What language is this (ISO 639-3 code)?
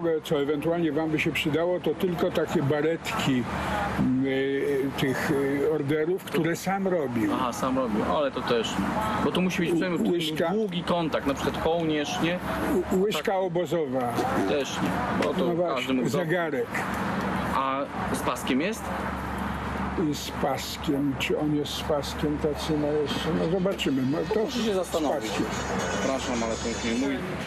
pol